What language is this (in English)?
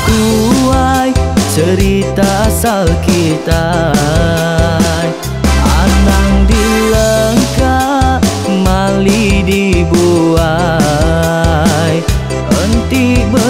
Iban